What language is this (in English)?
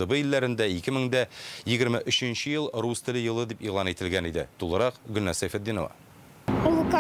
Tatar